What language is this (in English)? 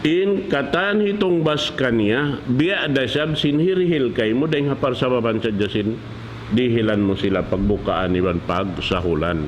Tausug